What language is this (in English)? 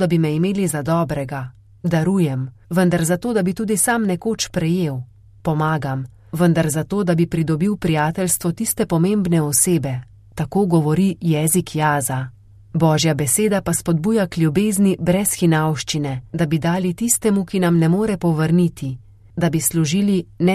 Slovenian